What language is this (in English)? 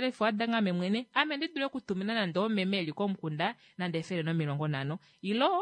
Kuanyama